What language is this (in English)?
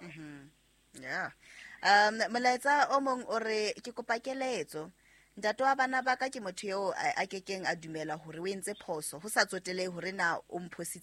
Southern Sotho